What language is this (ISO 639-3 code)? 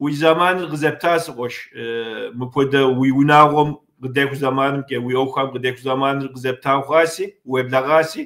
kbd